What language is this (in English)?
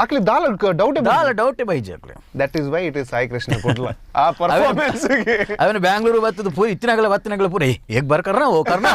Tulu